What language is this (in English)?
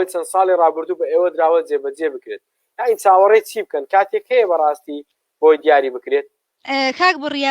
Central Kurdish